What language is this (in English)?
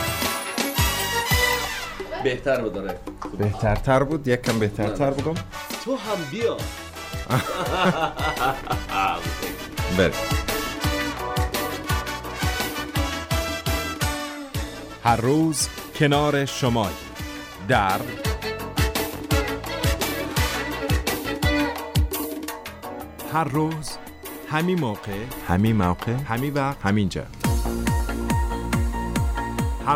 Persian